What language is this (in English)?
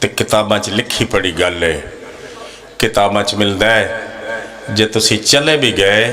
Pahari-Potwari